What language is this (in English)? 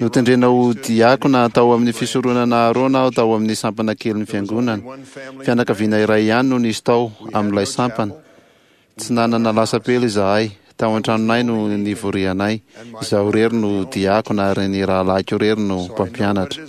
Malagasy